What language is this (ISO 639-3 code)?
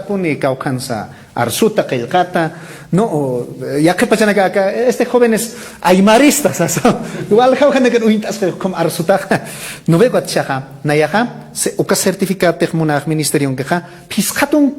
aym